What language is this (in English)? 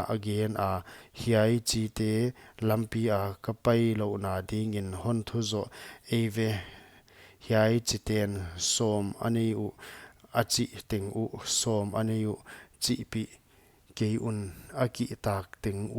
Paite Chin